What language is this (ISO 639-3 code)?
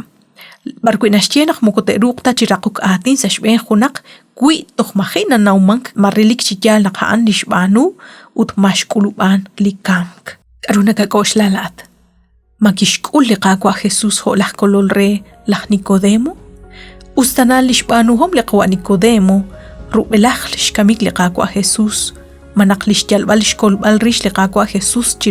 kek